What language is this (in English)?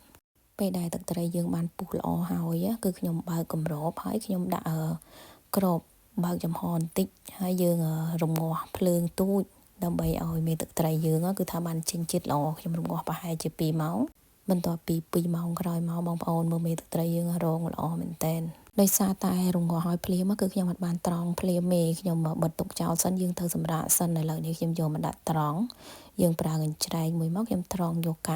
Khmer